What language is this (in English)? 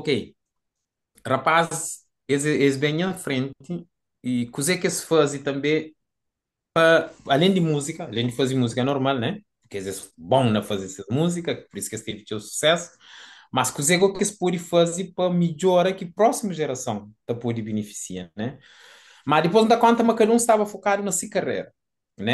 Kabuverdianu